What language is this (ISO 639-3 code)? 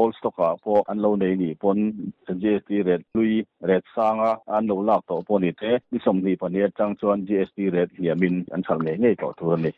lus